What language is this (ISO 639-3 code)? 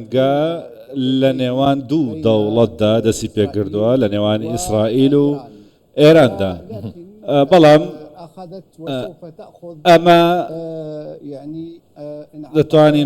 ckb